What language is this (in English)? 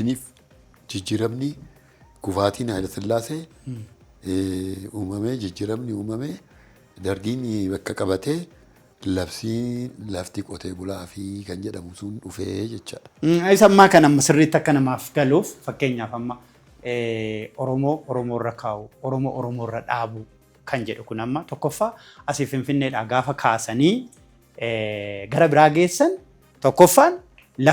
Oromo